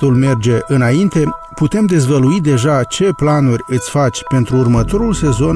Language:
Romanian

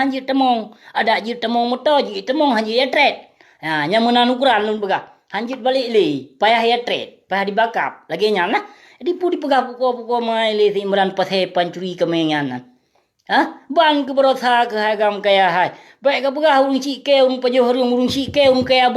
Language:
Achinese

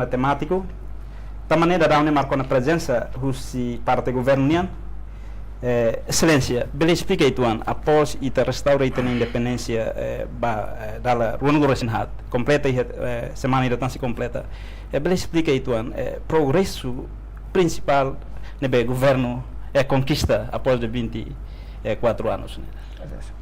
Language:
Tetum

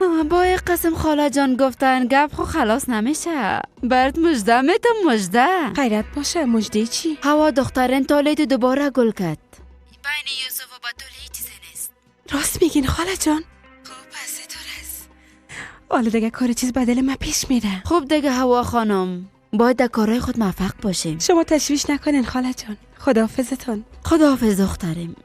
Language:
Persian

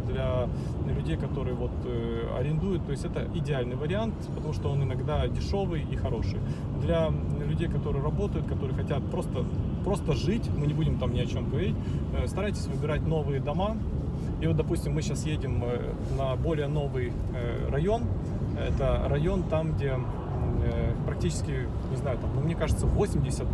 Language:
Russian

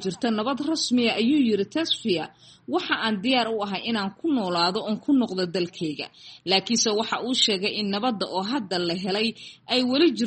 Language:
Somali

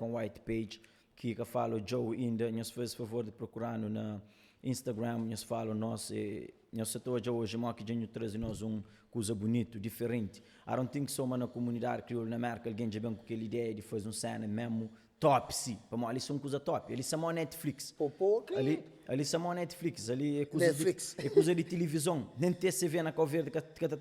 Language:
Kabuverdianu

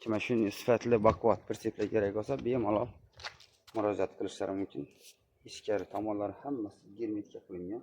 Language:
Uzbek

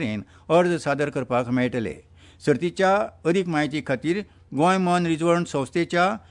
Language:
Konkani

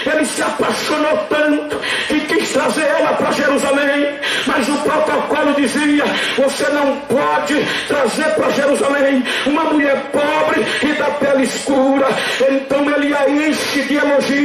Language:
Portuguese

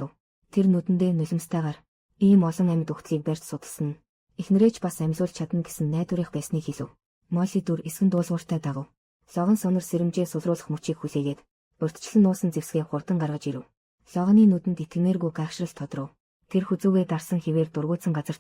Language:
Mongolian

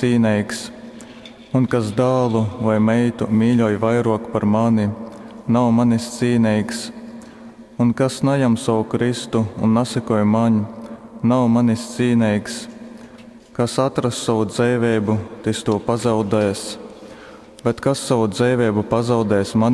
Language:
Latgalian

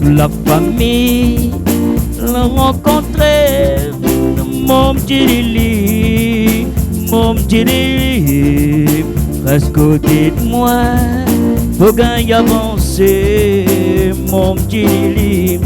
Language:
Réunion Creole French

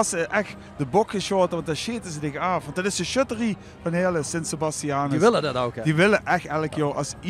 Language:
Limburgish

